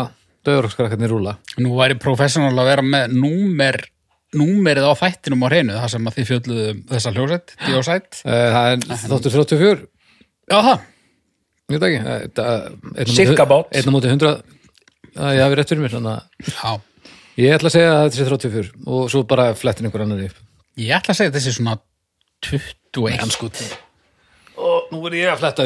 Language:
Icelandic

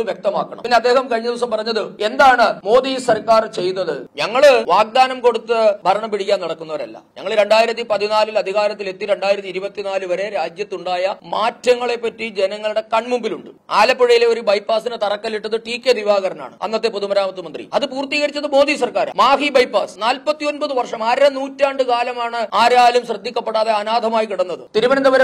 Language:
Malayalam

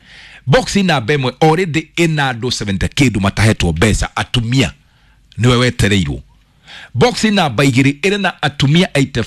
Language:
Kikuyu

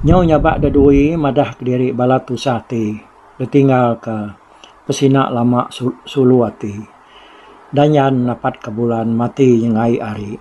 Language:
Iban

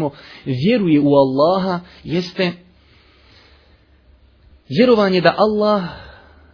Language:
Bosnian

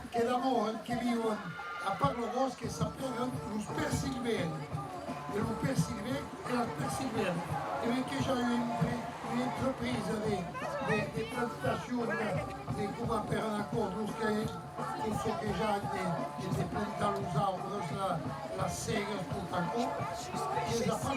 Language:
Occitan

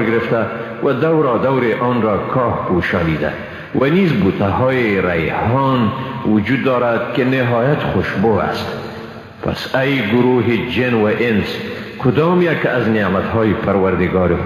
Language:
Persian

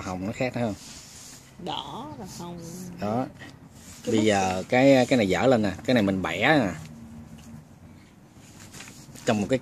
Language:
Vietnamese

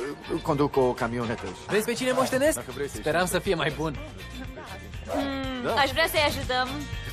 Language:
Romanian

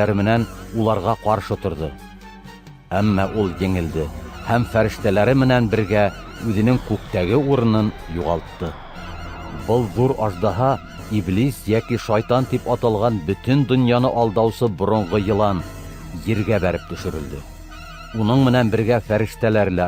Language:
Bashkir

